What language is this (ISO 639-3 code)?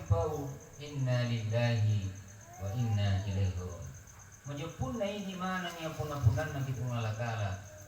bug